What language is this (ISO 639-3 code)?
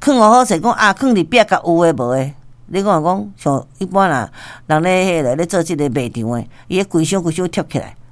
nan